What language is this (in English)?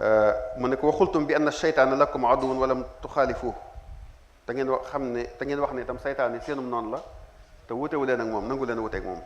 Wolof